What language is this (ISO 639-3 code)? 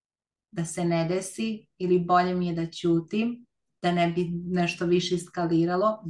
srp